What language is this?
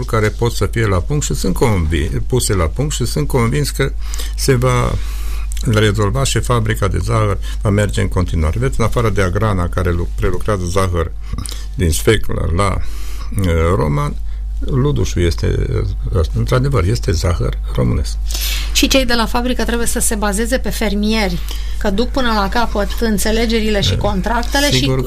Romanian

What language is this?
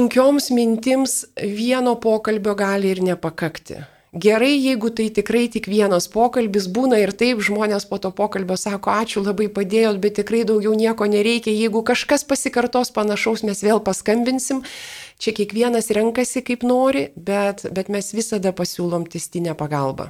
Lithuanian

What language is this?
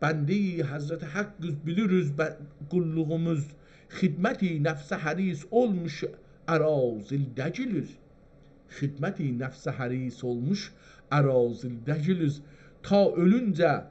South Azerbaijani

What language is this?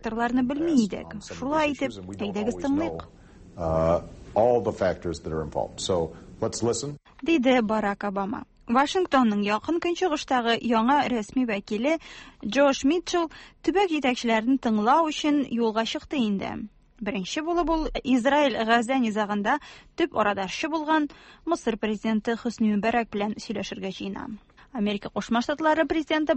Tatar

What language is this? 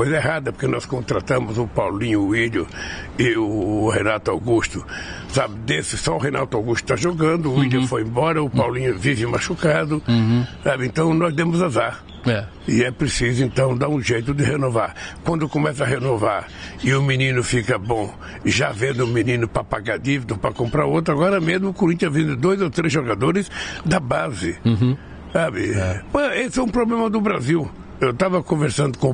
Portuguese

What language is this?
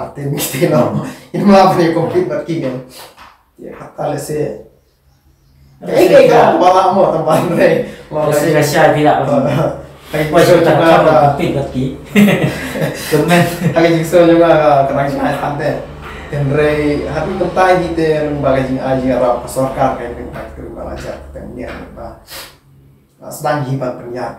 Khasi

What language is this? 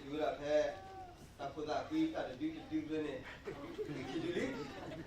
S'gaw Karen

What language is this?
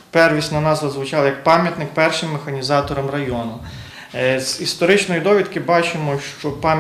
Ukrainian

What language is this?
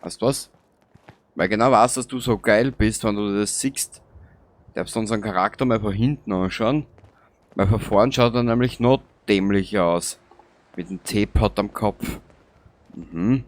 Bavarian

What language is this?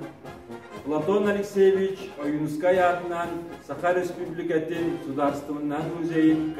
Yakut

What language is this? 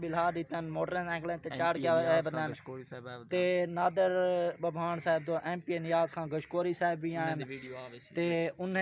Saraiki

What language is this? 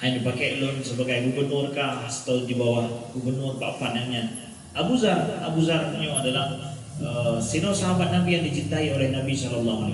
Achinese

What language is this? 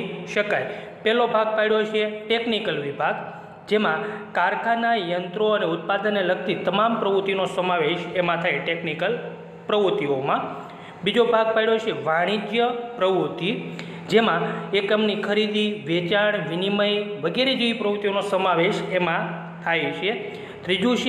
Gujarati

